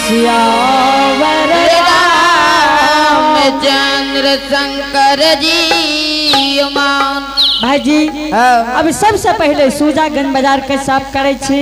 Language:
Angika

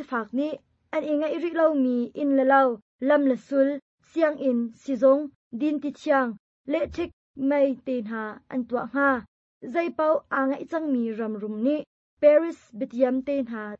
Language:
Hakha Chin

